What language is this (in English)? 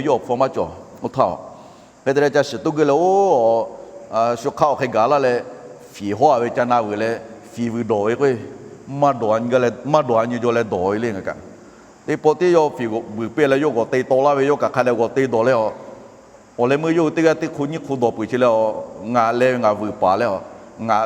Lahu